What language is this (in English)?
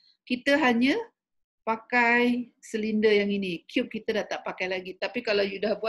Malay